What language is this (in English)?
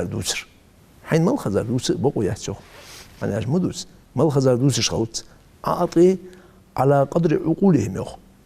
Ingush